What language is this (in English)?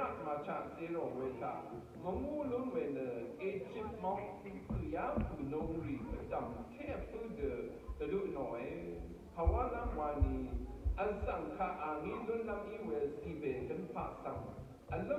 Rawang